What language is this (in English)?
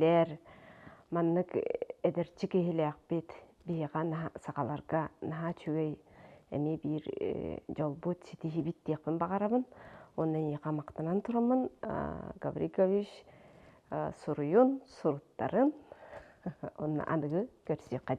Yakut